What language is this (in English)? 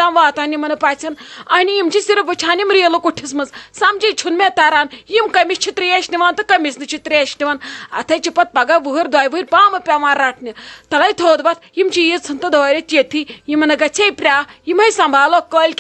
Kashmiri